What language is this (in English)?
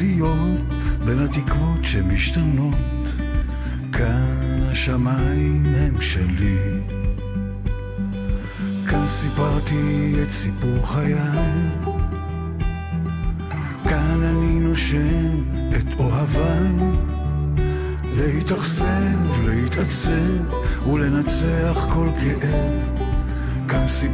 Hebrew